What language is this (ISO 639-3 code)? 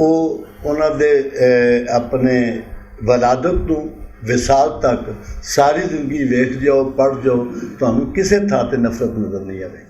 lah